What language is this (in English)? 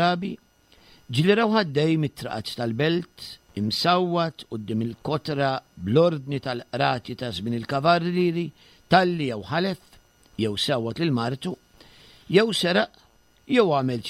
Maltese